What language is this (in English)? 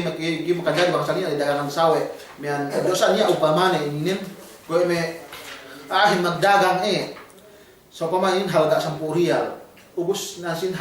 Yakan